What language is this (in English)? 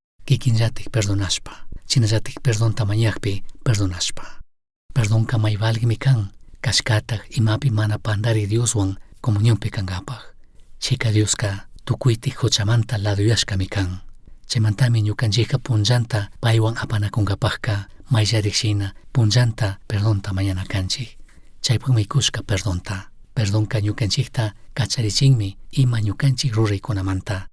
Chimborazo Highland Quichua